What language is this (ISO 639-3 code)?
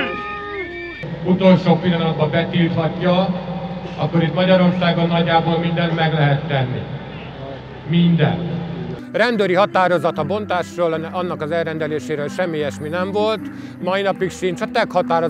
hun